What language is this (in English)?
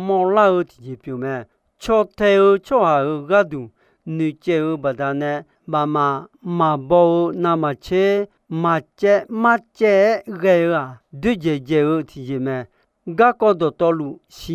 Akha